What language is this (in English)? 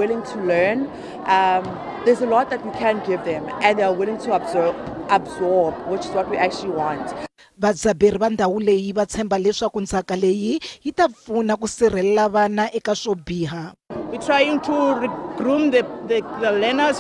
Tsonga